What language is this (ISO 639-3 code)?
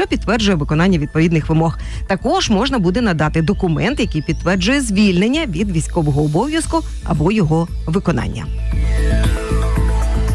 ukr